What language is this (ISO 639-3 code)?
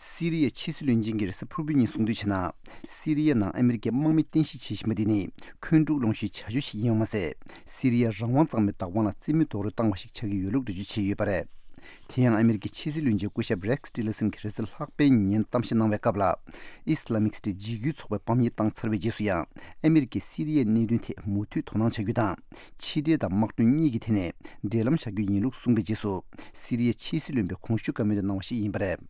bod